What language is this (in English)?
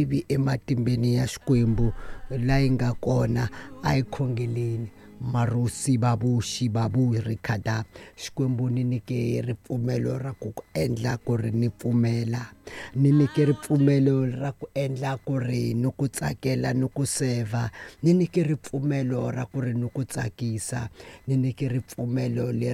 Tsonga